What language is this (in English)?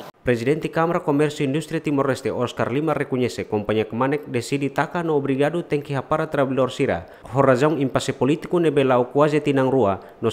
Tetum